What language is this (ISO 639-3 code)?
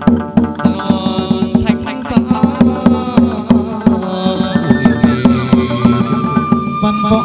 vie